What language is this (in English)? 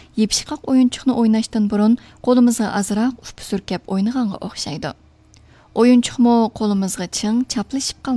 Uyghur